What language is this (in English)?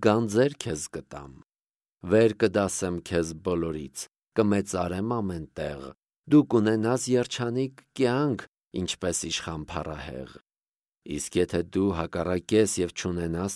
Armenian